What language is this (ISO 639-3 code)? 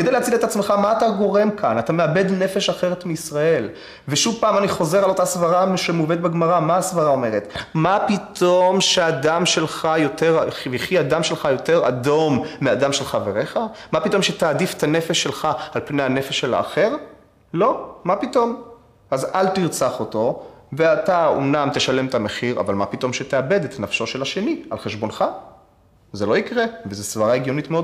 heb